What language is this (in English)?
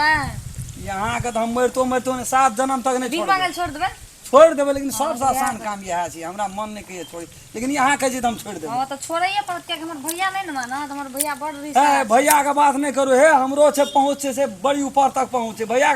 Maithili